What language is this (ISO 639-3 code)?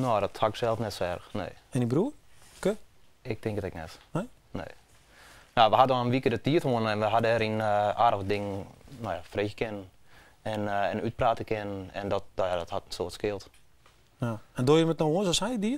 fry